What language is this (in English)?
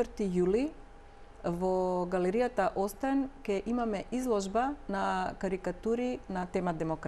Macedonian